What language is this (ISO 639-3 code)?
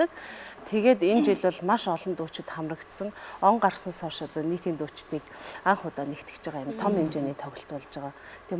mon